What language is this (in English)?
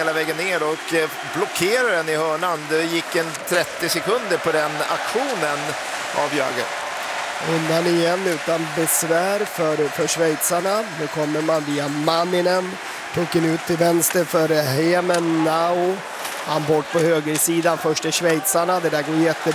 Swedish